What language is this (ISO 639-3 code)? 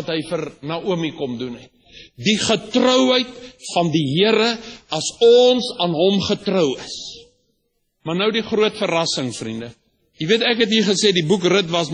afr